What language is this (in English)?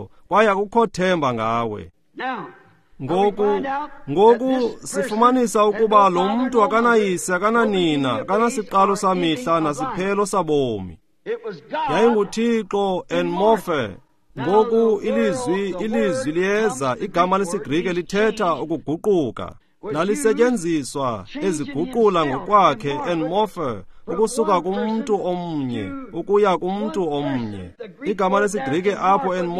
Xhosa